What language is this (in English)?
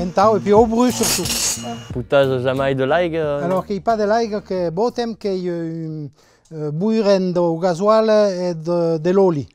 Occitan